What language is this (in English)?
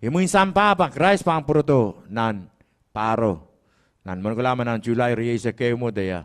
Pohnpeian